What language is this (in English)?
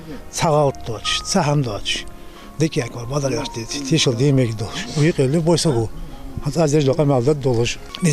Ingush